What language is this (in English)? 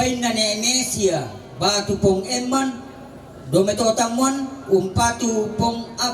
Toraja-Sa'dan